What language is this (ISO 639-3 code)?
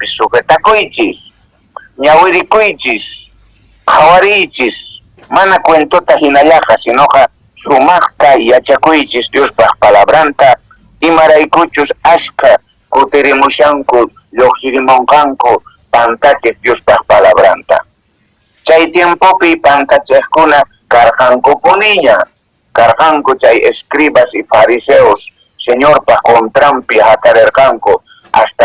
que